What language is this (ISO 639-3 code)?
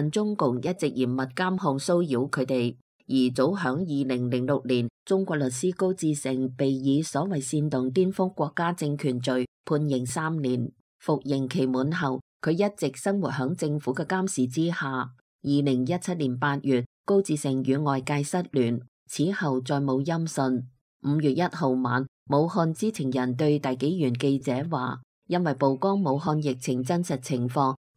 yue